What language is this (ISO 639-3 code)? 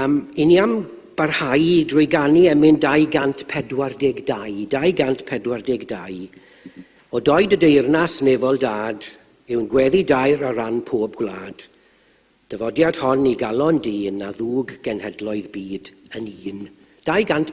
cym